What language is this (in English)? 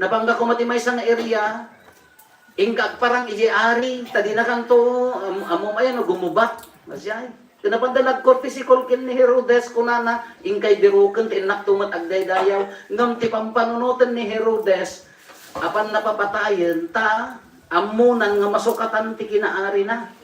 Iloko